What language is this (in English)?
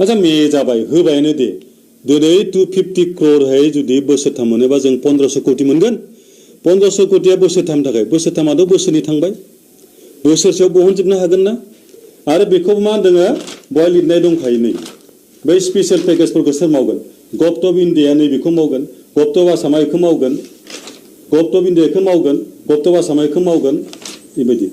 Bodo